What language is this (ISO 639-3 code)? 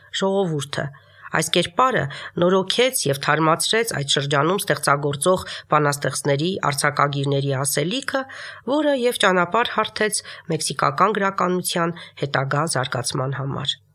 hye